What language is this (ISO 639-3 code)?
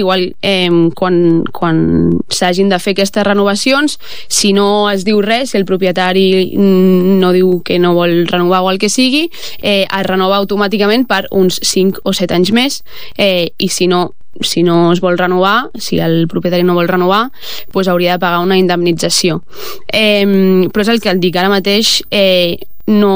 cat